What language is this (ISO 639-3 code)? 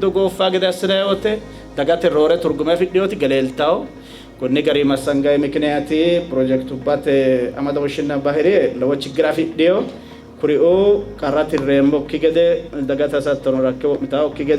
sid